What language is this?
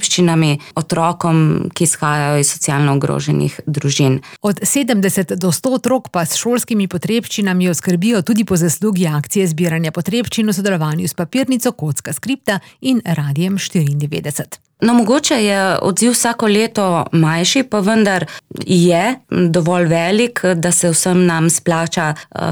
Slovenian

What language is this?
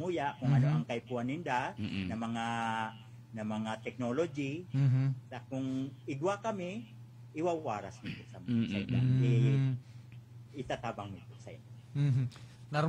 Bikol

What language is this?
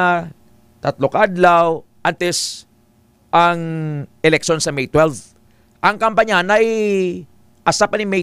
Hiligaynon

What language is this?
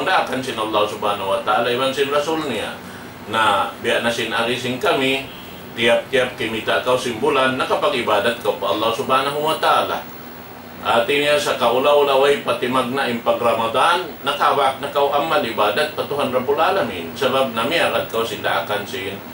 Tausug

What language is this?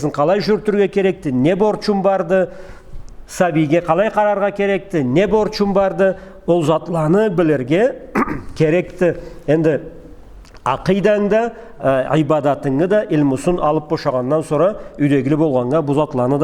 Karachay-Balkar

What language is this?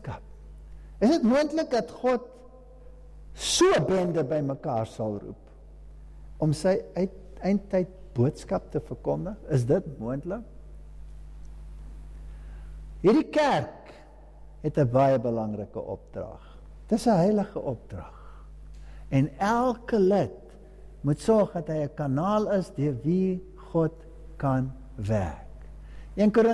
Afrikaans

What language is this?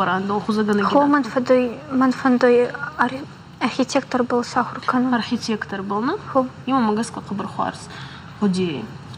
Ossetic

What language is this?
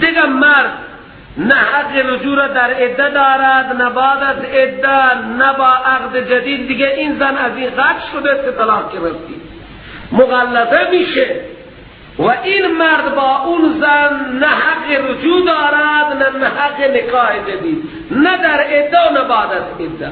Persian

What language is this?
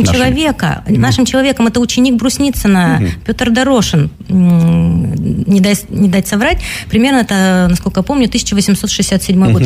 Russian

